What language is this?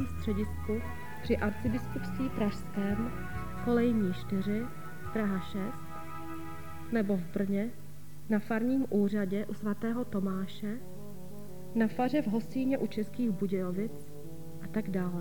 Czech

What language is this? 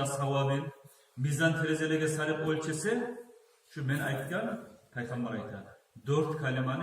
Kumyk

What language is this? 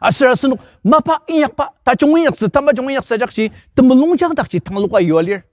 Ao Naga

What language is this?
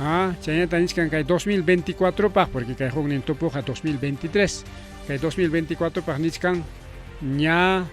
Ayacucho Quechua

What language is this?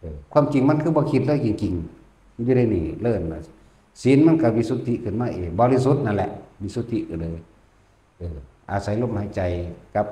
Northeastern Thai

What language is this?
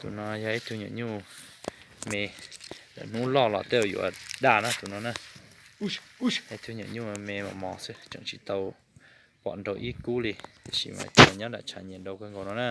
Hmong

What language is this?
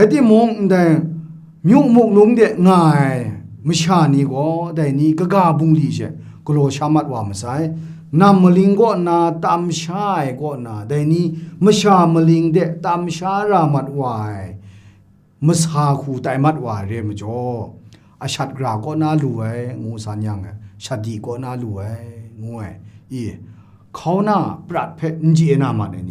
Kachin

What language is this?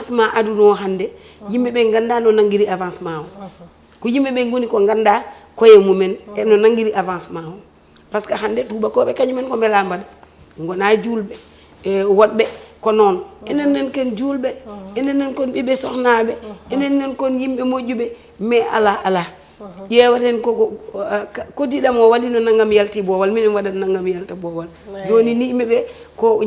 Fula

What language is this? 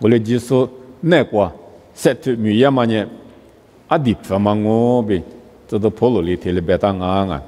Lisu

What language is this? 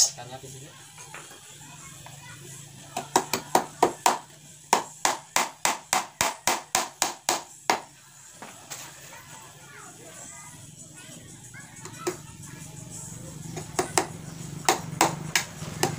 Indonesian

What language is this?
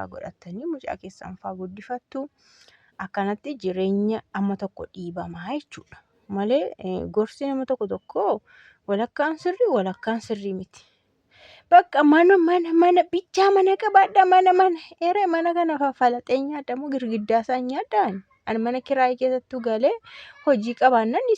Oromo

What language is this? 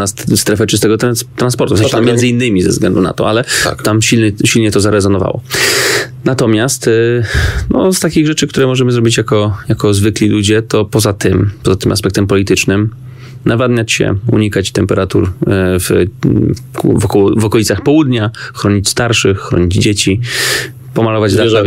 Polish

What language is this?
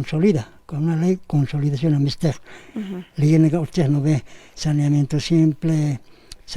Aymara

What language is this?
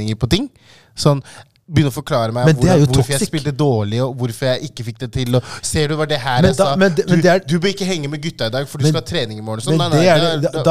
Norwegian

